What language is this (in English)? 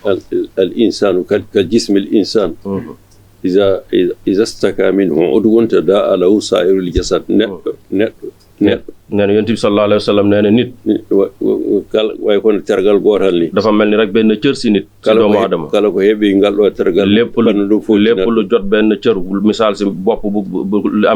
Fula